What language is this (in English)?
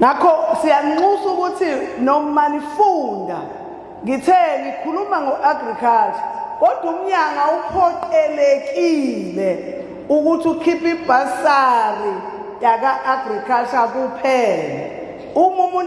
Zulu